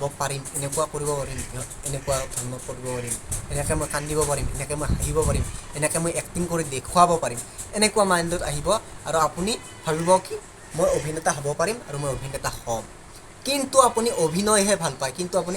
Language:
Assamese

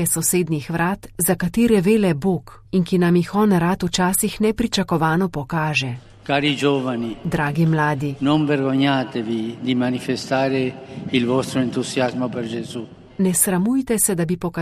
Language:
Slovenian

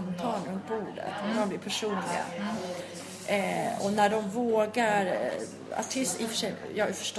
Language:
Swedish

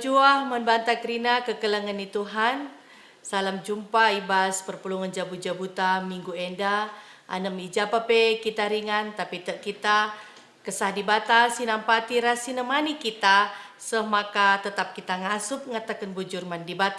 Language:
Batak Karo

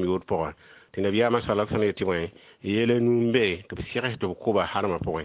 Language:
Mossi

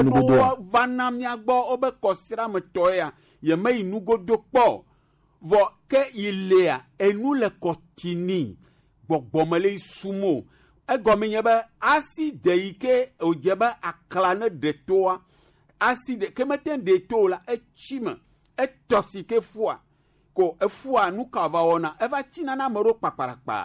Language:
Gen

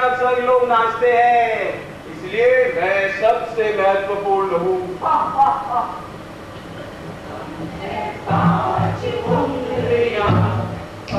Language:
Hindi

